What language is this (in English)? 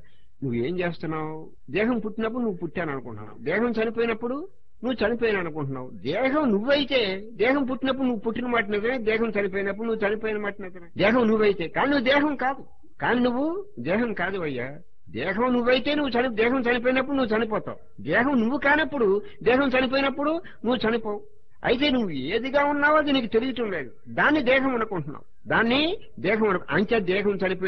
Telugu